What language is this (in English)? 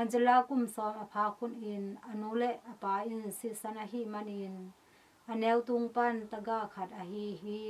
Tedim Chin